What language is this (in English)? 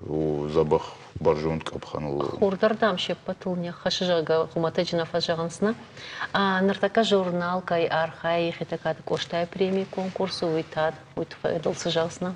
Ossetic